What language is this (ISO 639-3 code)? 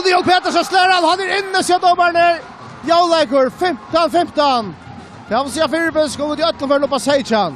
fao